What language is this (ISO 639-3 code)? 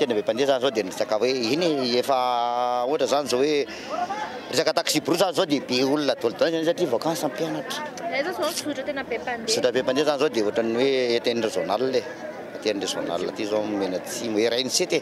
mlg